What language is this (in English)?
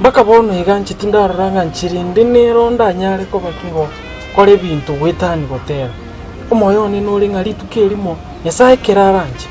Gusii